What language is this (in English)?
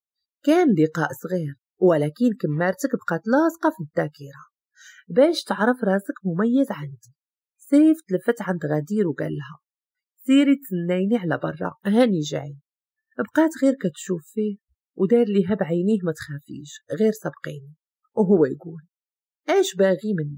Moroccan Arabic